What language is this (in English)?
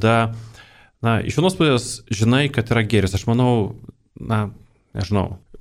Lithuanian